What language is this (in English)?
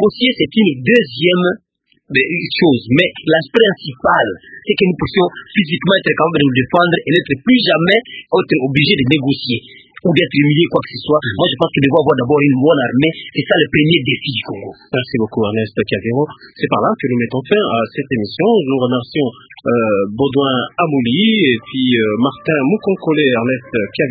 French